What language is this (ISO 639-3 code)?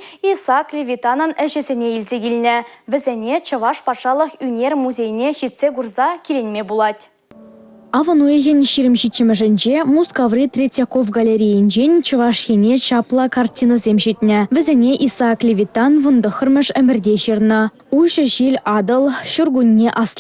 chv